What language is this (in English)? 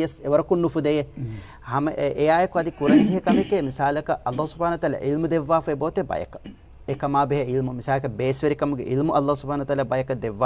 Divehi